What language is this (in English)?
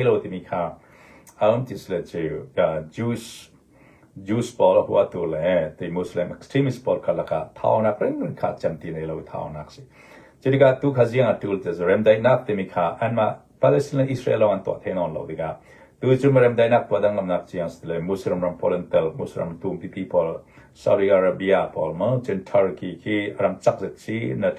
Hakha Chin